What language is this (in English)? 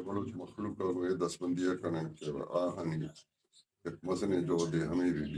Baluchi